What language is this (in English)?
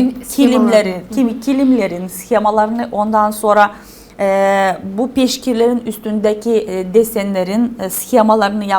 Gagauz